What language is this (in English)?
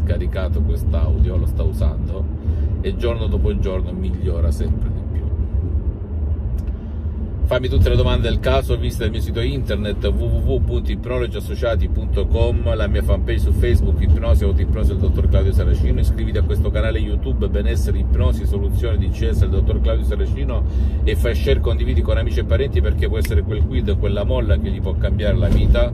Italian